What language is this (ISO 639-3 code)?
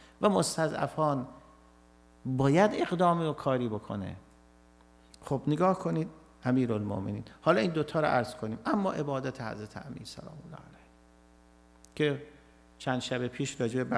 fas